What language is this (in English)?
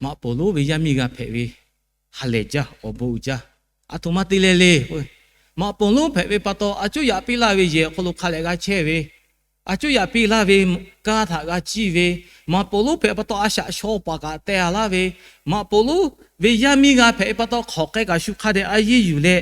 Lahu